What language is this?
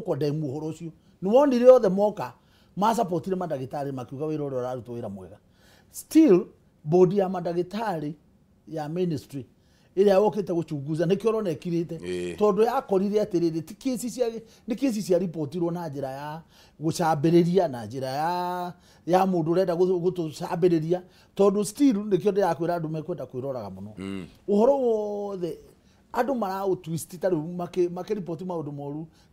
Kikuyu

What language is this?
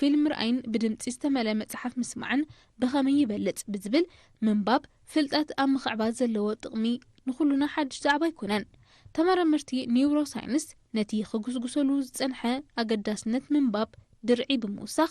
Tigrinya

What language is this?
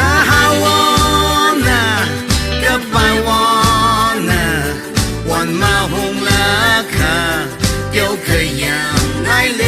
Tangkhul Naga (India)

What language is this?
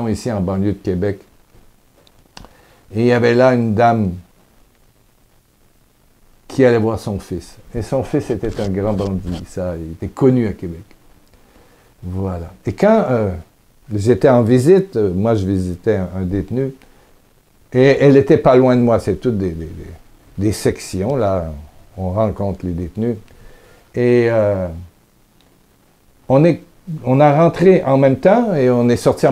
French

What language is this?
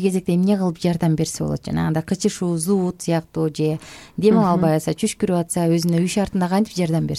Kyrgyz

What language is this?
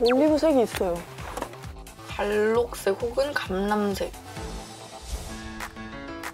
Korean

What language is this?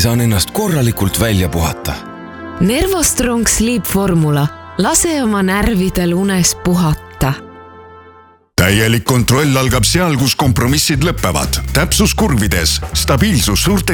Estonian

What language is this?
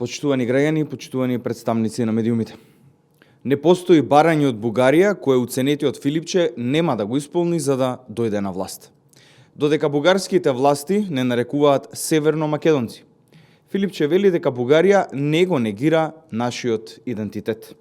Macedonian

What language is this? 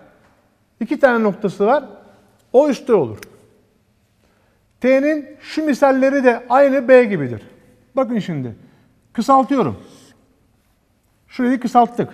Turkish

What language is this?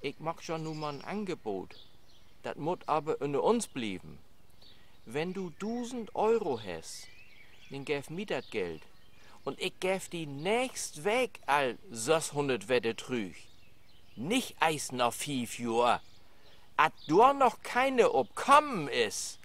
Low German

